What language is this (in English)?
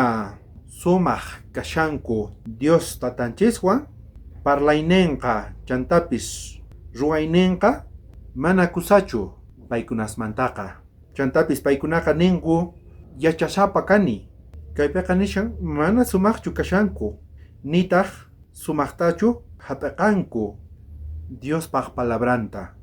South Bolivian Quechua